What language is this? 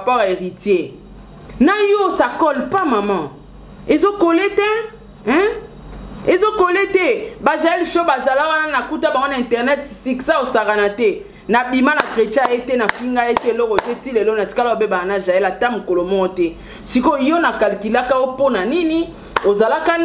Lingala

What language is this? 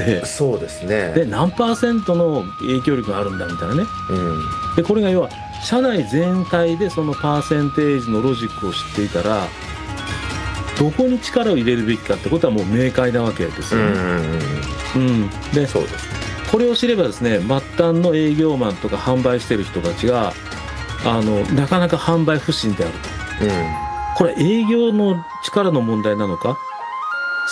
Japanese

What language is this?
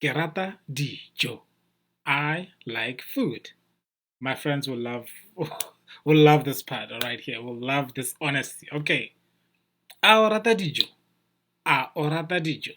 Tswana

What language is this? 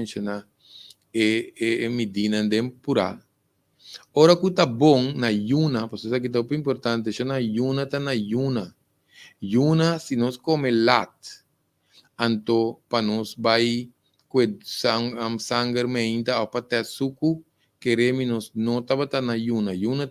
Papiamento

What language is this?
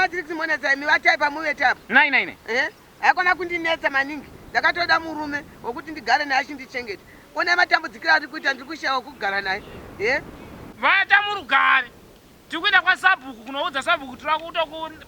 Shona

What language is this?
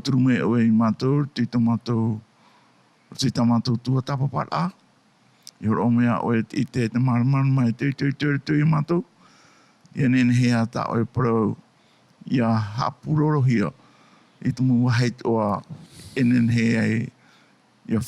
Tahitian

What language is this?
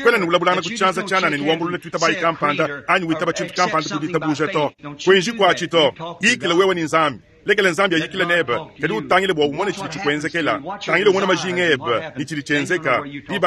Luba-Lulua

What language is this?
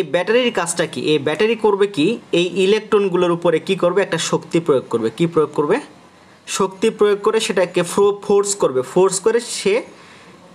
Bangla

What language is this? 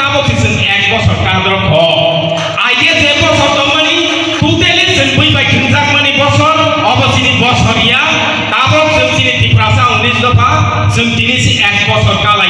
Kok Borok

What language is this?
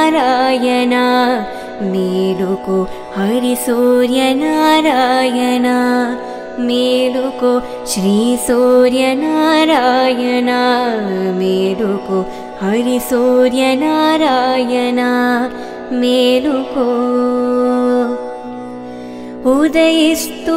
Telugu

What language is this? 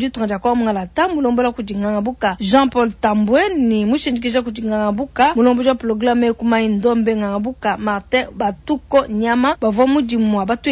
Luba-Lulua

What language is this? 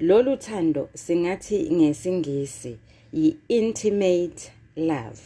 Zulu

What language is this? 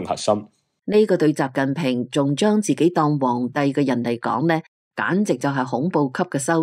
Cantonese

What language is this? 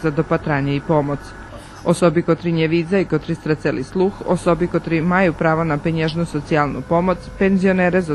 Rusyn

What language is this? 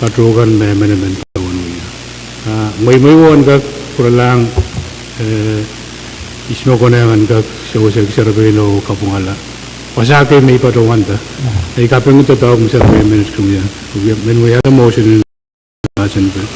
Pohnpeian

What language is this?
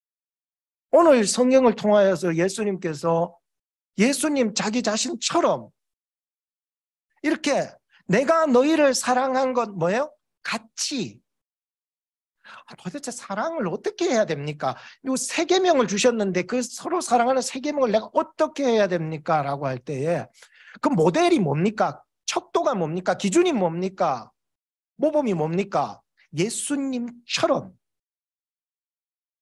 Korean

